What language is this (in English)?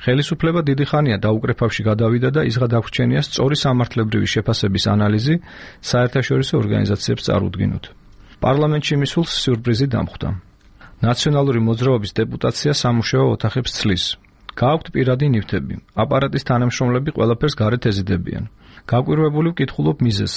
Georgian